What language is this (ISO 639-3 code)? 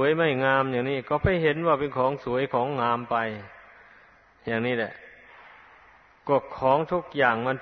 tha